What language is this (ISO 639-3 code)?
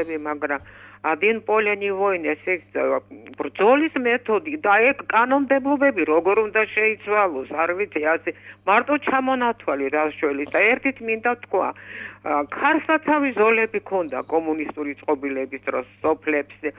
kat